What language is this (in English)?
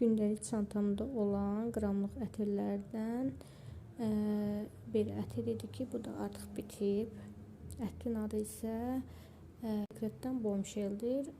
Azerbaijani